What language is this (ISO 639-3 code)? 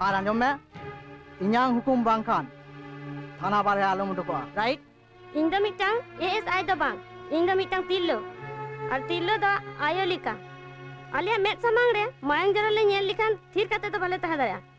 sat